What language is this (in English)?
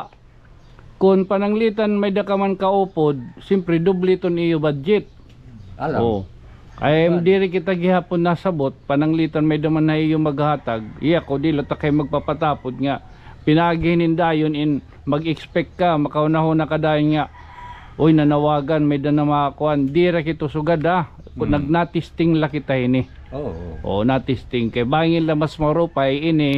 Waray